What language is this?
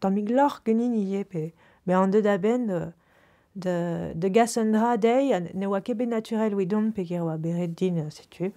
Breton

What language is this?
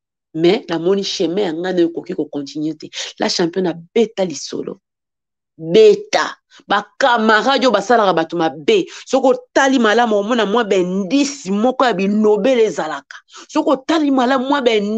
Lingala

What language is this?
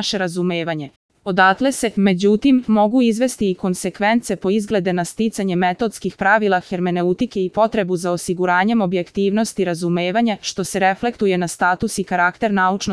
Serbian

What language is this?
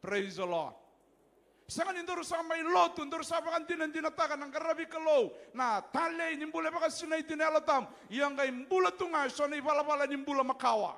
Fijian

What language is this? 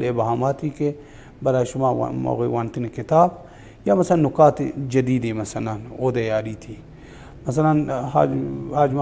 Baluchi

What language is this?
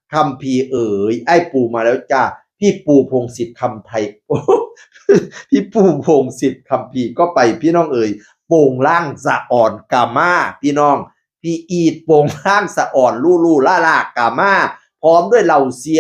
Northeastern Thai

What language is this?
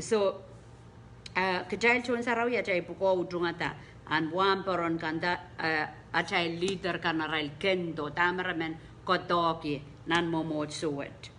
Pohnpeian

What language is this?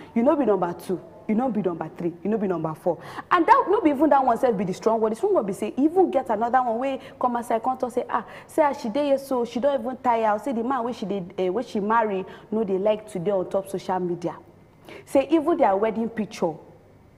Nigerian Pidgin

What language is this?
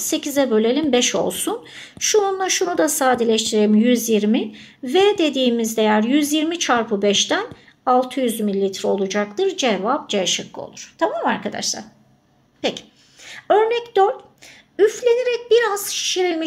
Turkish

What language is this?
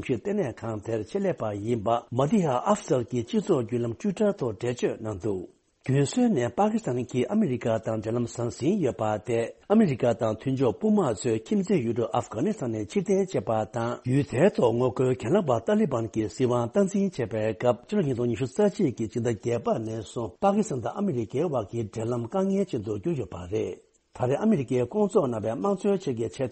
Tibetan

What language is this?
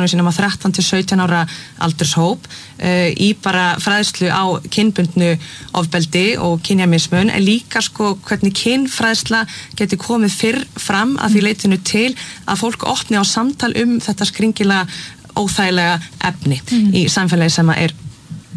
Icelandic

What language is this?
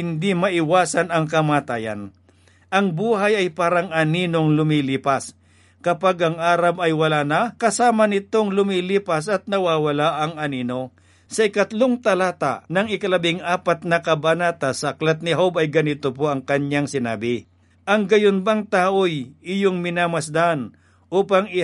Filipino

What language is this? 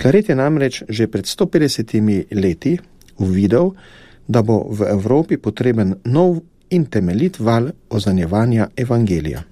Slovenian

